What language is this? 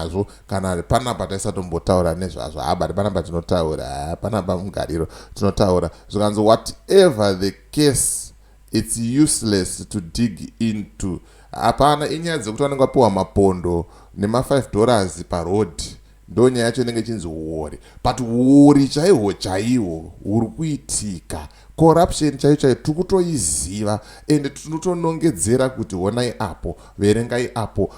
Shona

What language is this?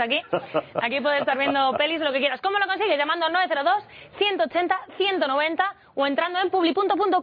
Spanish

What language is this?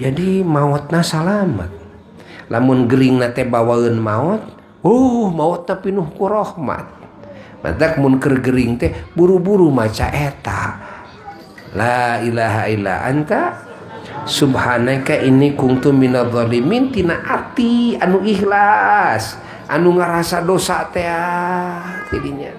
Sundanese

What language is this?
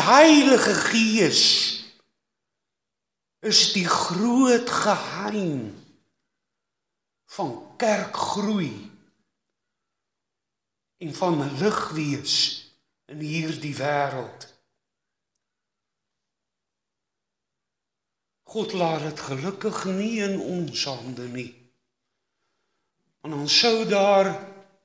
Afrikaans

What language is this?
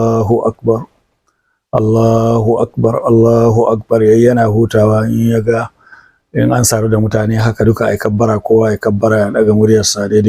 Hausa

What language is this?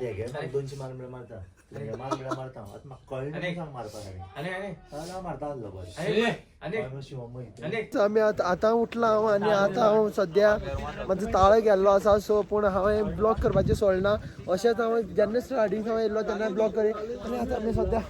Konkani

